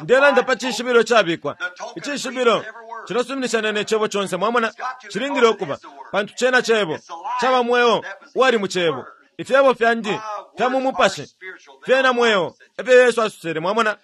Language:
Bemba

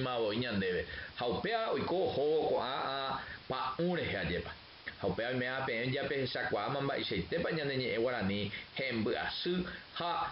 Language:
Guarani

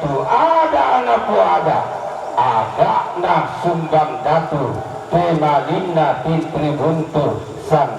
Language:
Toraja-Sa'dan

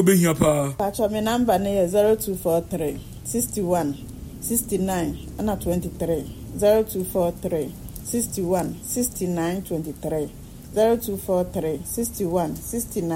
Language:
Akan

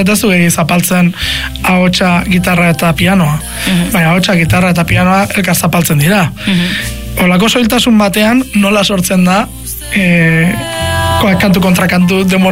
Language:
Basque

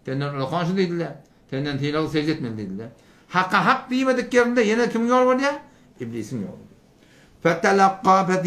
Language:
Turkmen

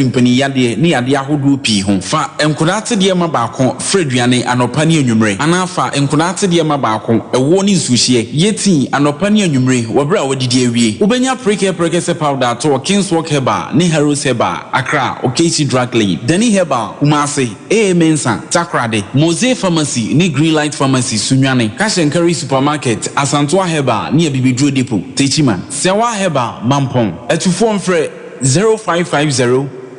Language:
Akan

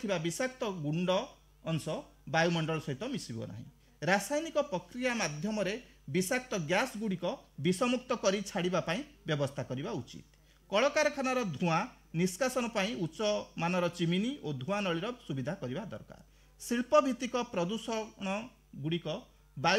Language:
Odia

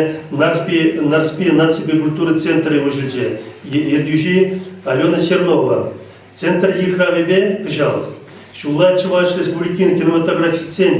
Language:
Chuvash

